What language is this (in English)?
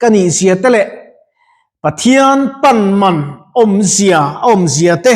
Mizo